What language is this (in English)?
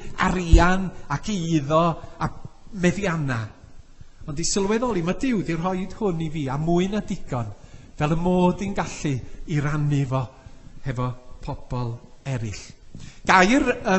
Welsh